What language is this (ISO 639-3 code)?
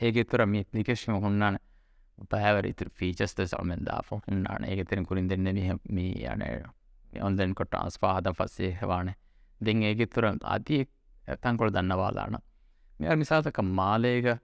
div